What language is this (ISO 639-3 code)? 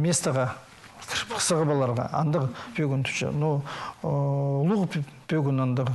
kjh